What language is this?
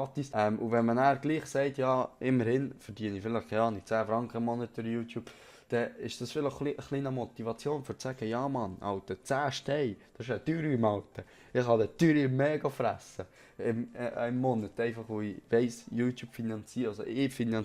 Swiss German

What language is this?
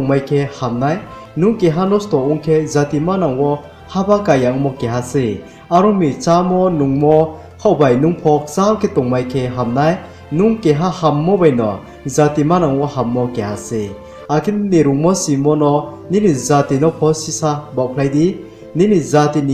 Riang (India)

